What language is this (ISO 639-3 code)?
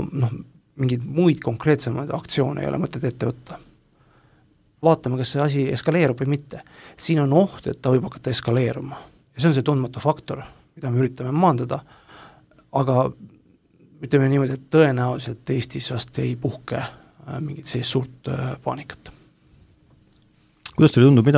est